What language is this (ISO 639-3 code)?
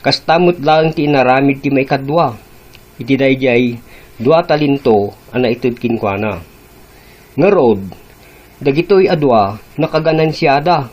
ilo